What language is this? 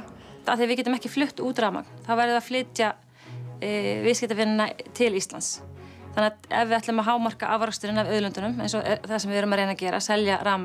Icelandic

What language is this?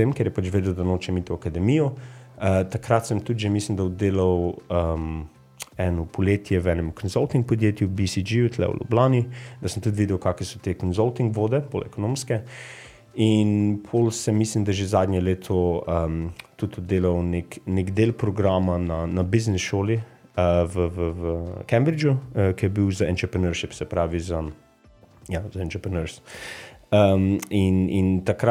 Slovenian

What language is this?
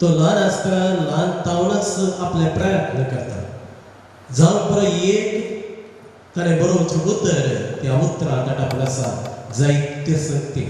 Konkani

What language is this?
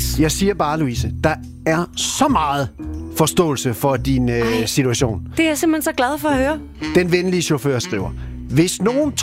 Danish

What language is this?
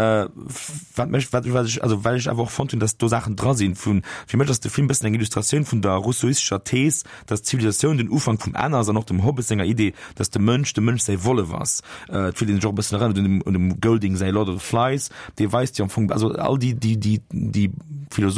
Luxembourgish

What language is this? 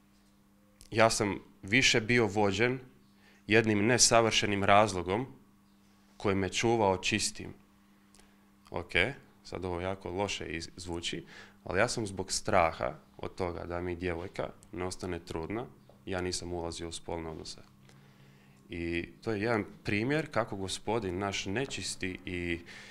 Croatian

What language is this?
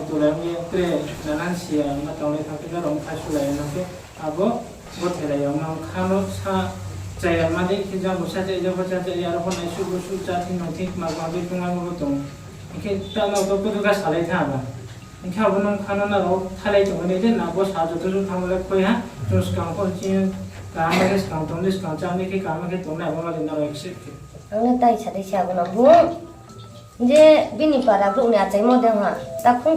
Riang (India)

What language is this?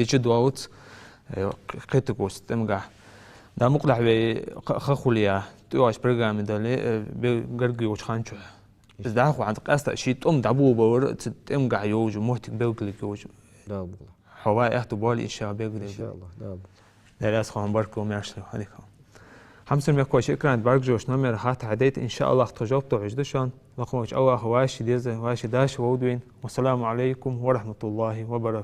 Ingush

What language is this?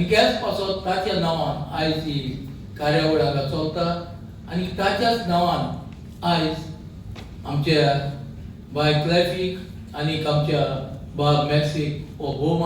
Konkani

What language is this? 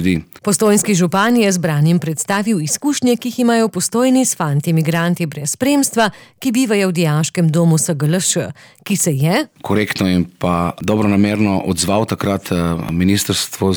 Slovenian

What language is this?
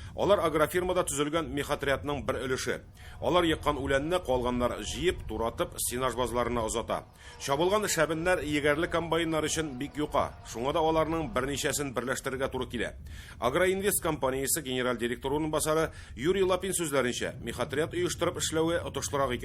Tatar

